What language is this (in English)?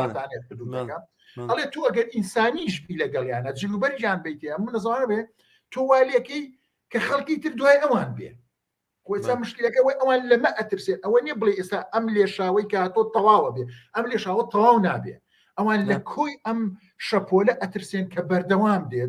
Central Kurdish